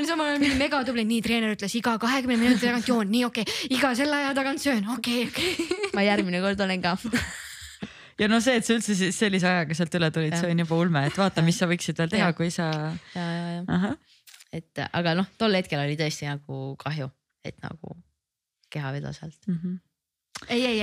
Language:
Estonian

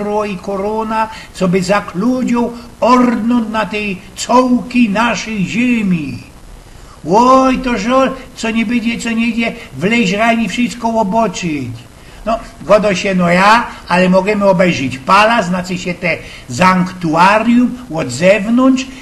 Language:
Silesian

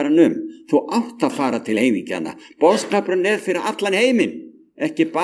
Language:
Icelandic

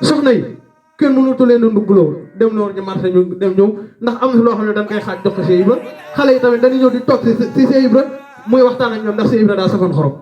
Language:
Wolof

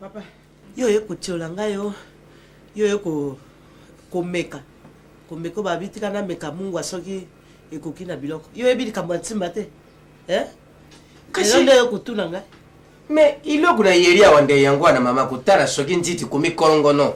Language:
Lingala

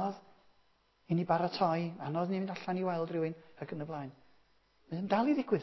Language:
Welsh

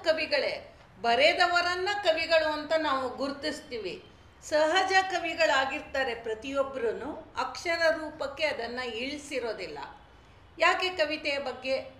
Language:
Kannada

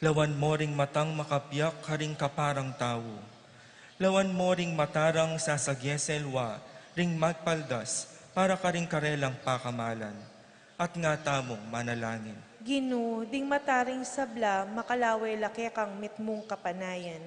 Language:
Pampanga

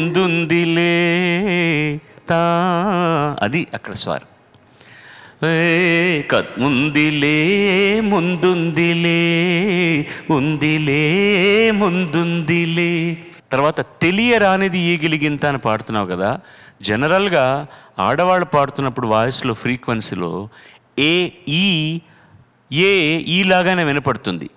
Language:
Telugu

